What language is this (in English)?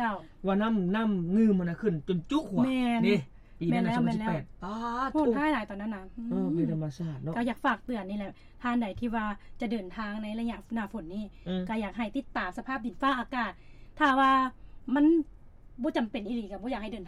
Lao